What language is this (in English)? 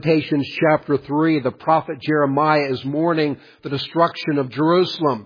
English